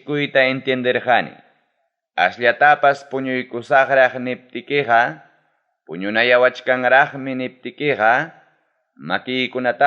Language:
Ayacucho Quechua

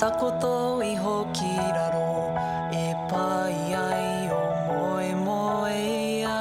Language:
Māori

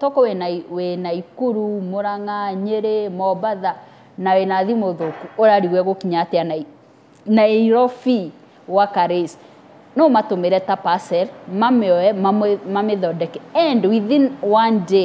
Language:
Kikuyu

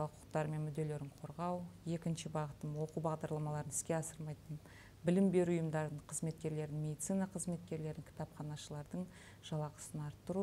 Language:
Kazakh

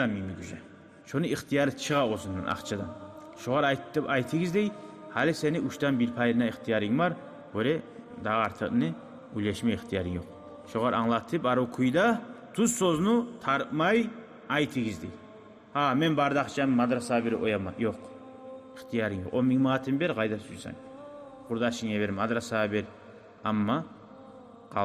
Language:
Kumyk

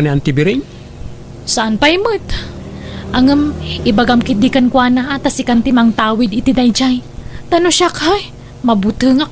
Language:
Iloko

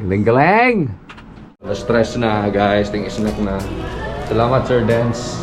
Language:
Cebuano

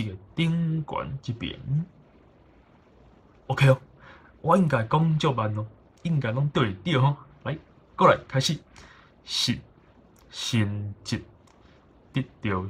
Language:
Min Nan Chinese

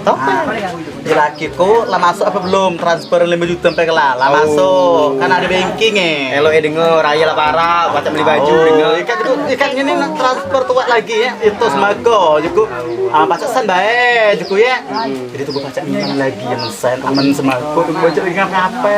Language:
Musi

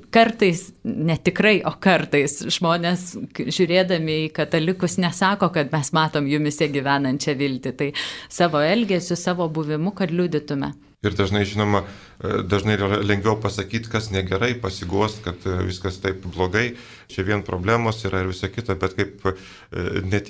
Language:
Lithuanian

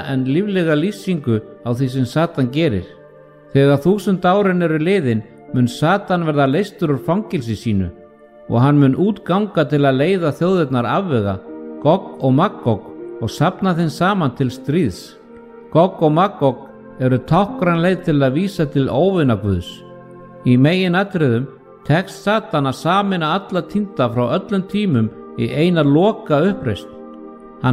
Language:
Icelandic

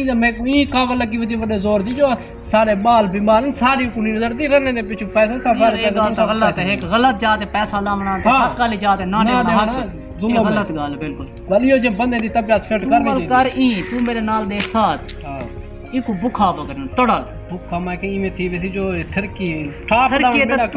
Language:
Saraiki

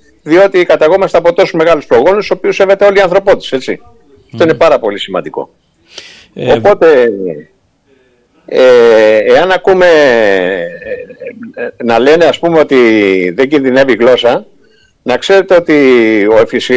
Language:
Greek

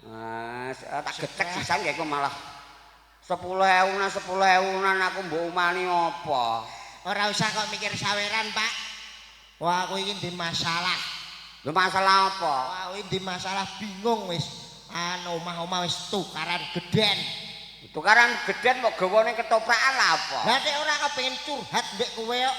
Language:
Javanese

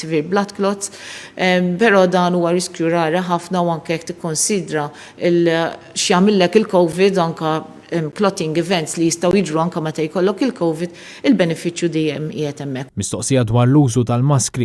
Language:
Maltese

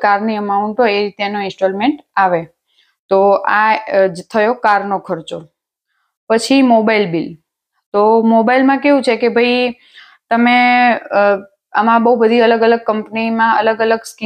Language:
Gujarati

